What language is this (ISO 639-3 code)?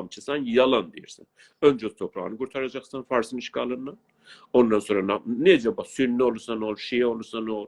azb